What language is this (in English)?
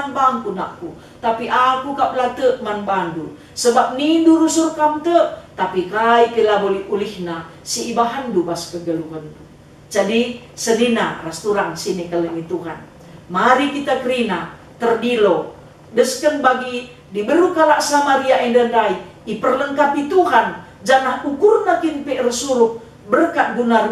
Batak Karo